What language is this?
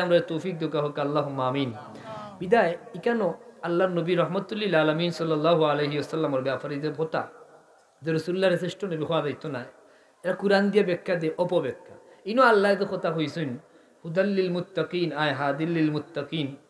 Sylheti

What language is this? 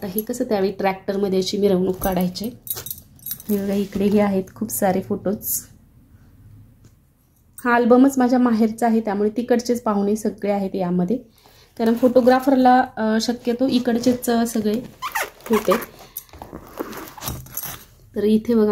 Marathi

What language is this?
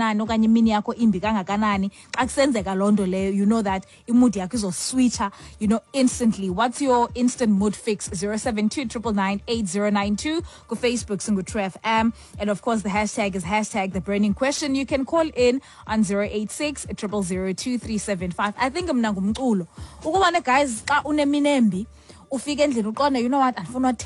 Xhosa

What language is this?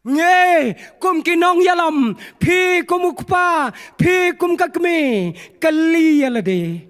Khasi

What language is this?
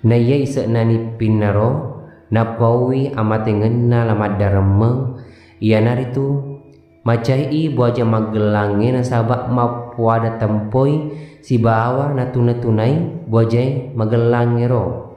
Buginese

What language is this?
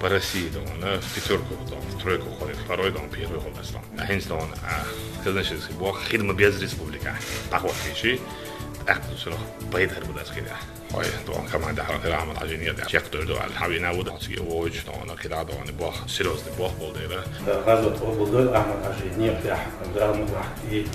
Chechen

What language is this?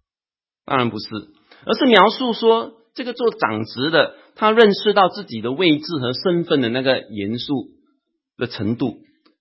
Chinese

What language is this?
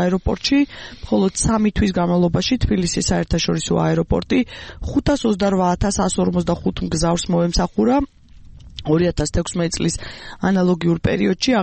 Georgian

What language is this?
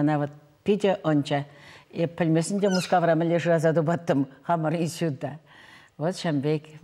Chuvash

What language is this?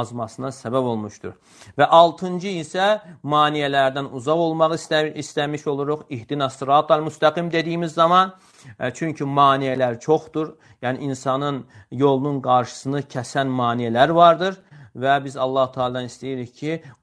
Azerbaijani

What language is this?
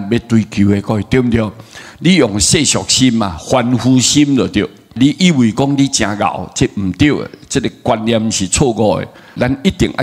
Min Nan Chinese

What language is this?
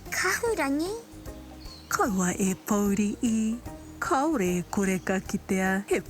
Māori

